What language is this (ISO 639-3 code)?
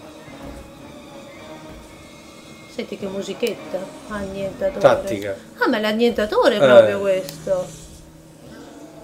ita